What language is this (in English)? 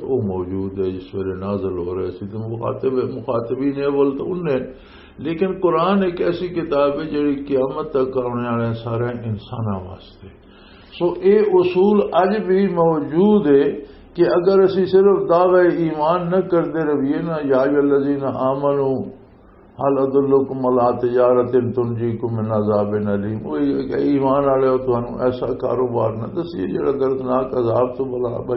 Western Panjabi